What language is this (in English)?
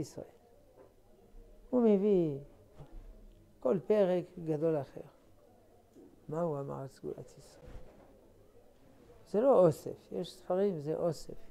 Hebrew